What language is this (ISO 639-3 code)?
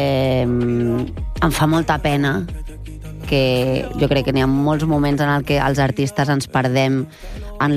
cat